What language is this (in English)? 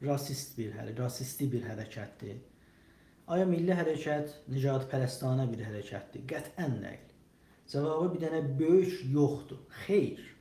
South Azerbaijani